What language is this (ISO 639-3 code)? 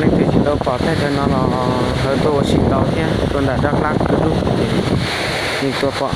hmn